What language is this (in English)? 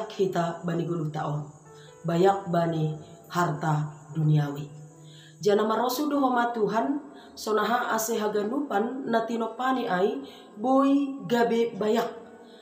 Batak Simalungun